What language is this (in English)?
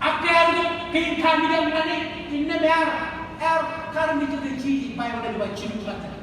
Marshallese